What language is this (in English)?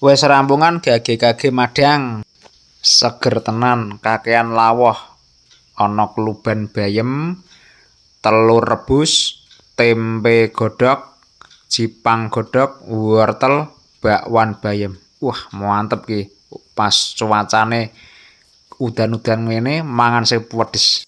Javanese